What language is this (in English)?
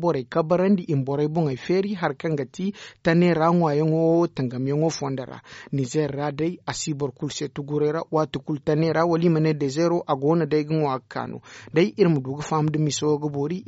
Zarma